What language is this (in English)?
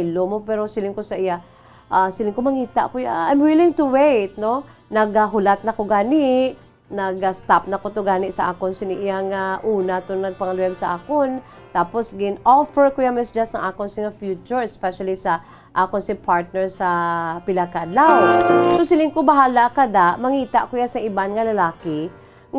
Hiligaynon